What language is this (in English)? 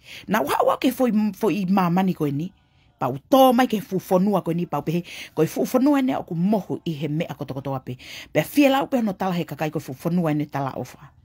Tongan